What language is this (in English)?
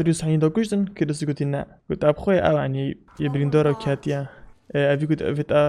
Kurdish